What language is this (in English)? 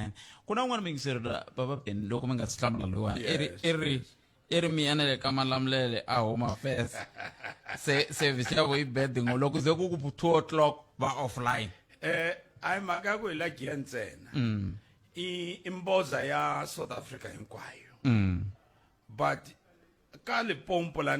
Tsonga